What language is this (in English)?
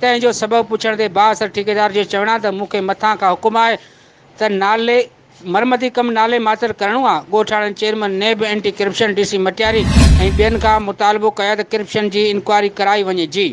Sindhi